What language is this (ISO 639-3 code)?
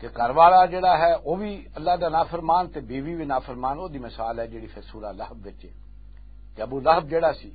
lah